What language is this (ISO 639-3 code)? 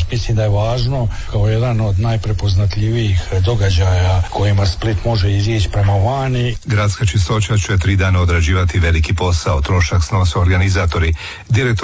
hrv